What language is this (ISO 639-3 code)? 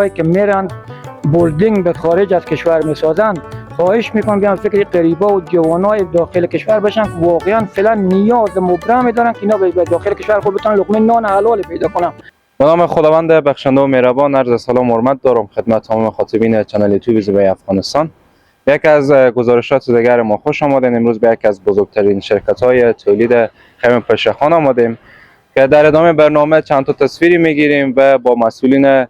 fas